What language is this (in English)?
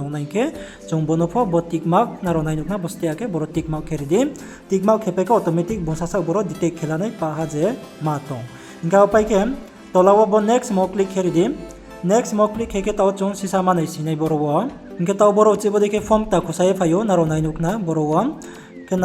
Riang (India)